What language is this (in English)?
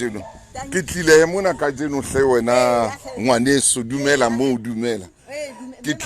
Southern Sotho